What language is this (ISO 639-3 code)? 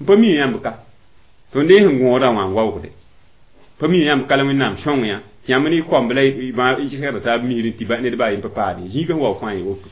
mos